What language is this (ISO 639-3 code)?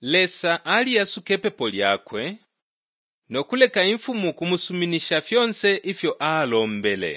bem